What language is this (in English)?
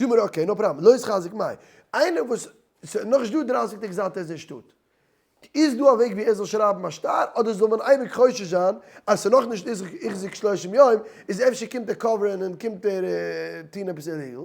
Yiddish